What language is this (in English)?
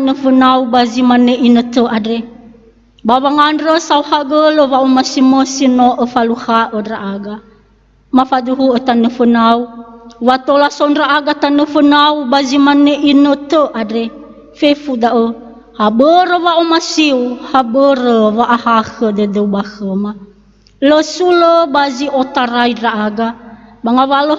Nias